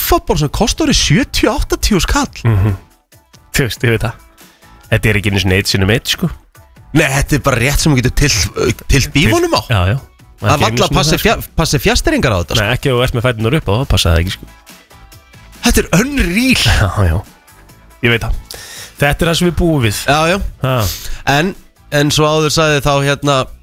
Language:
Icelandic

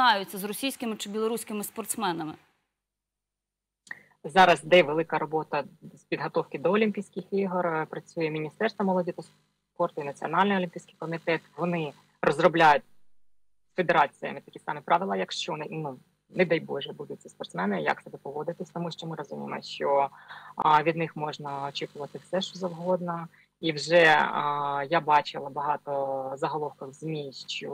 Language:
Ukrainian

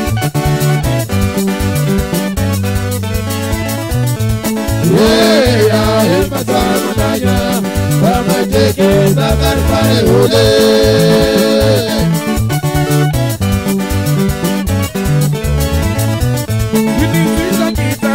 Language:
Swahili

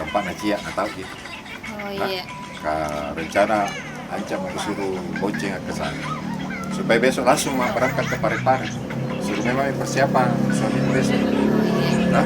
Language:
Makassar Malay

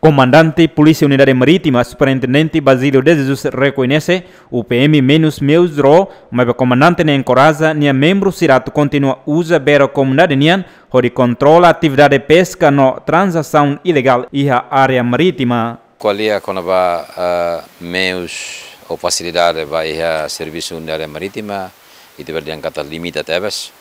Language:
Tetum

